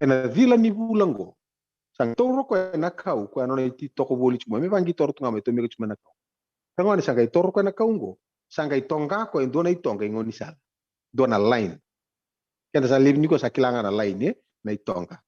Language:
Fijian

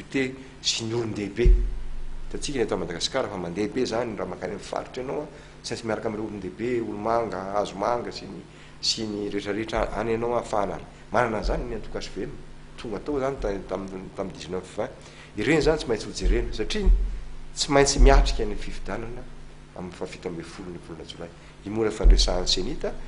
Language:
Malagasy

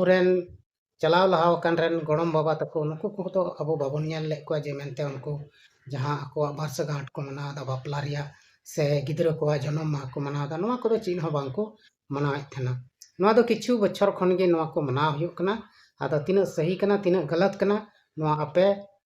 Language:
Santali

